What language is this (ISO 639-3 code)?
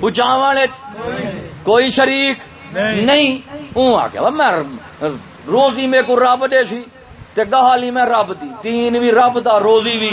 skr